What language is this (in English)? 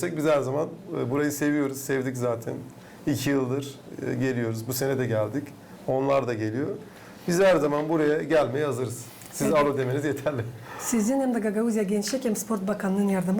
Gagauz